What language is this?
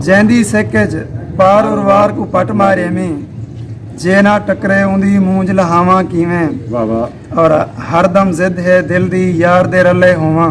Saraiki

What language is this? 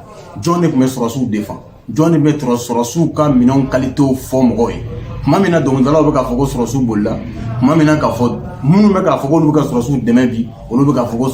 Bambara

